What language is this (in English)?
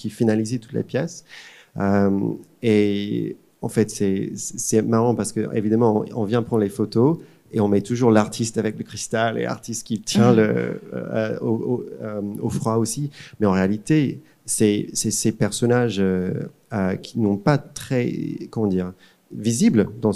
French